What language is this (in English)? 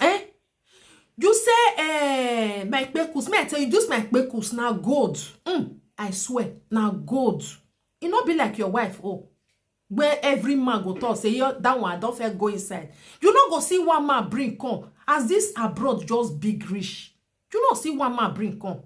Nigerian Pidgin